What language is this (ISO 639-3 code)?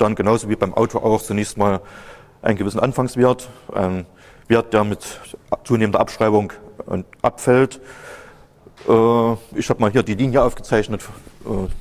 deu